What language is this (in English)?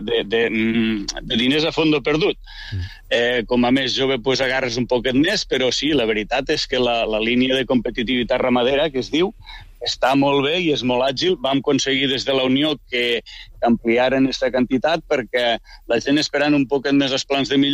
Catalan